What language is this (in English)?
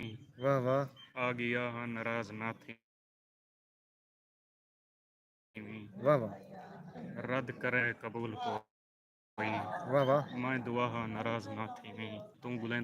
Saraiki